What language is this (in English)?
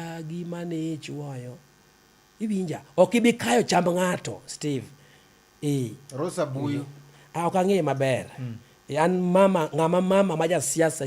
Luo (Kenya and Tanzania)